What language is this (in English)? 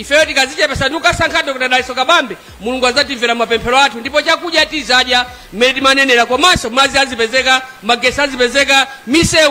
Nyanja